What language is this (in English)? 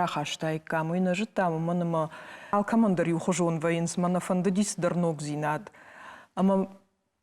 Ossetic